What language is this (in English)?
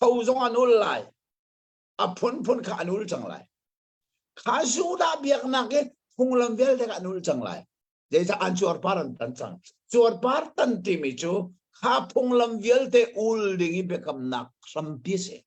Hakha Chin